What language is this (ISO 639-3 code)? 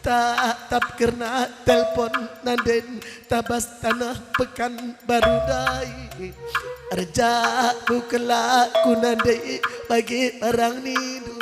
btx